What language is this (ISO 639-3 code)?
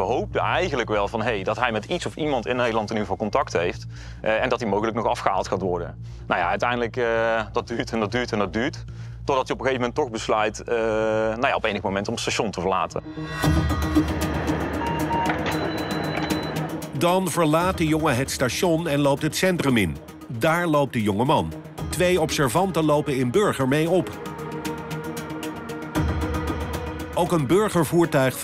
nld